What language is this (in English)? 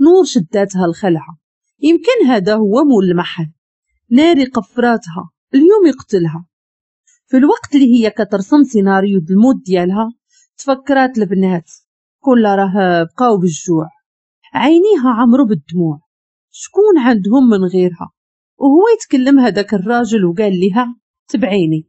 Moroccan Arabic